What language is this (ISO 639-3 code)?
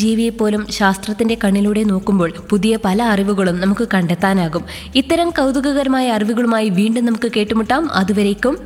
mal